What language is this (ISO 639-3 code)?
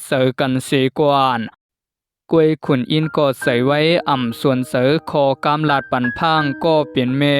shn